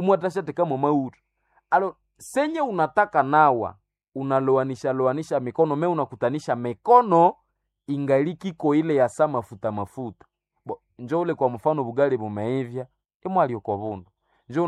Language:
Swahili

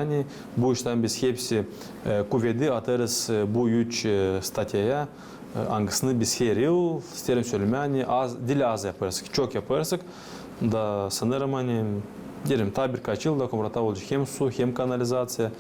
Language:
Gagauz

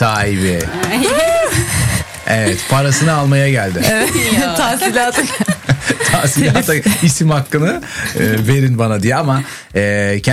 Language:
Turkish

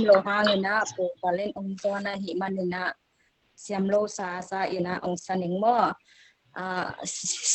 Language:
Tedim Chin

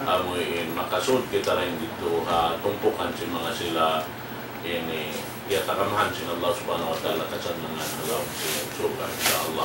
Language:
Tausug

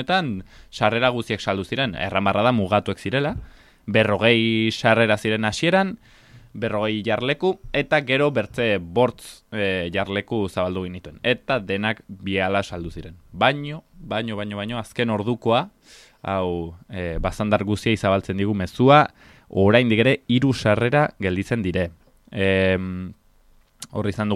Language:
Basque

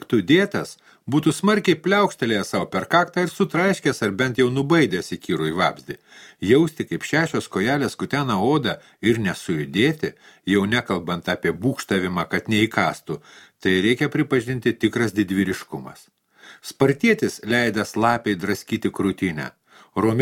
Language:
Lithuanian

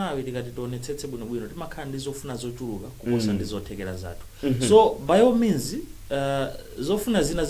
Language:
Nyanja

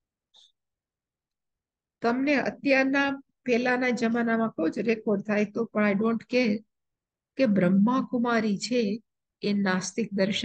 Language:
Gujarati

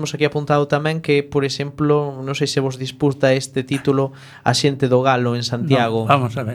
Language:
Galician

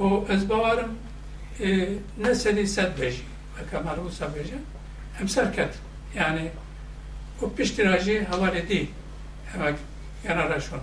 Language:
Kurdish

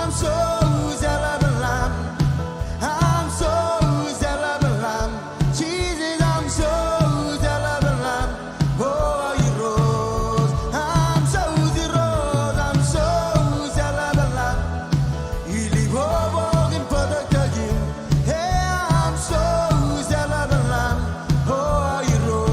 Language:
Marshallese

